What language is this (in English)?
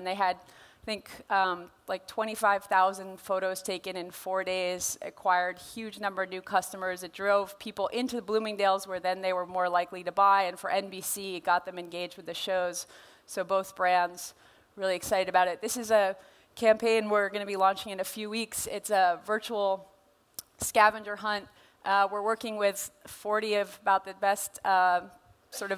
English